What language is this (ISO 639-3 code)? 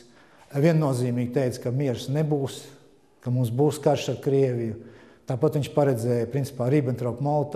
lav